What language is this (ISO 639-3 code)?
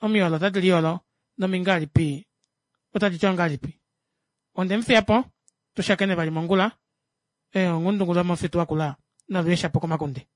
kua